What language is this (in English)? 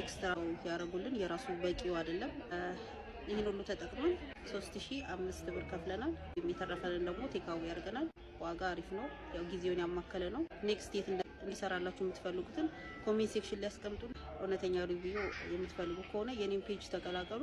Amharic